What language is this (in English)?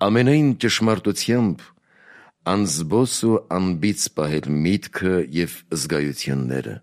Armenian